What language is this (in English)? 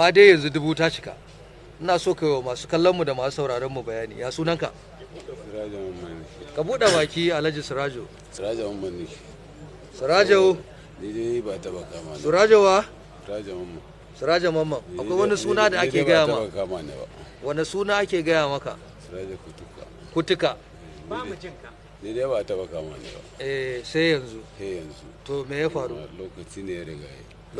Hausa